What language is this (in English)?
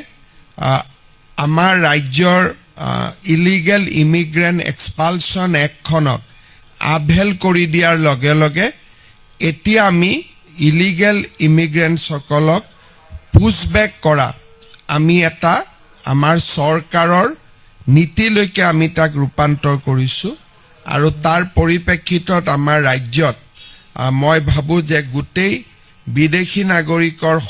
Assamese